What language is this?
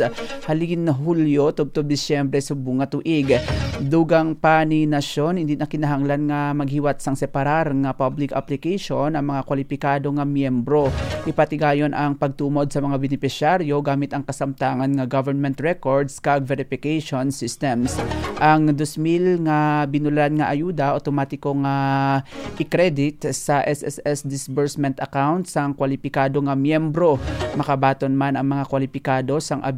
Hiligaynon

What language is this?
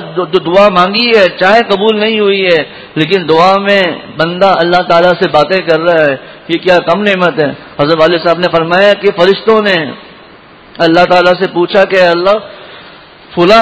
Urdu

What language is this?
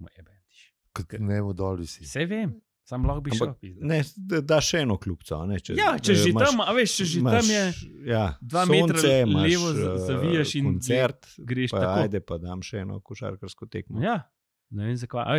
Slovenian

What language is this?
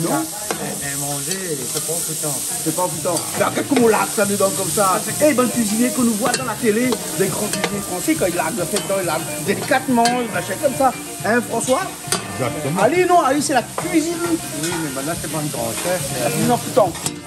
Réunion Creole French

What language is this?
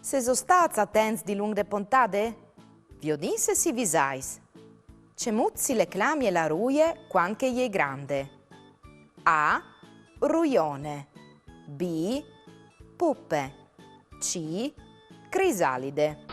Friulian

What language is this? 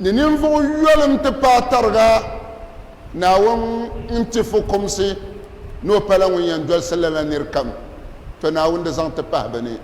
Dagbani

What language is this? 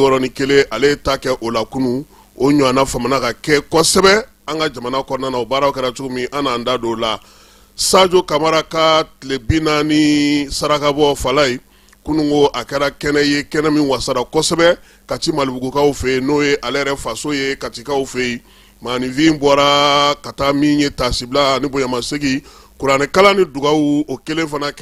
Bambara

